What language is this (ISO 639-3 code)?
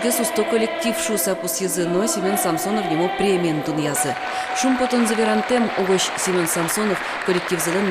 udm